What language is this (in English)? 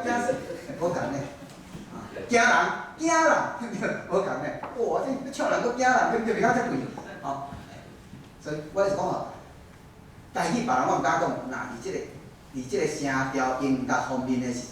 Min Nan Chinese